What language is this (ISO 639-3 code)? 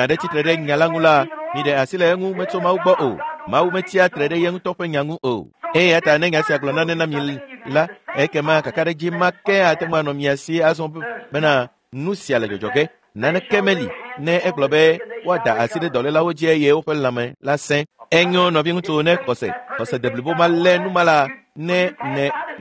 ewe